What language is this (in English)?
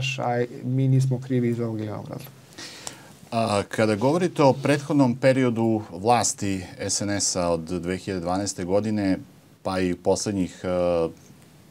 Serbian